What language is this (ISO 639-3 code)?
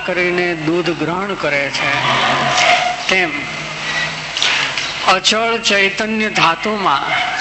guj